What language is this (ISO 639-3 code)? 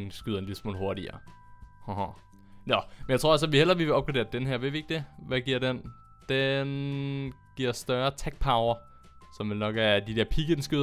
dan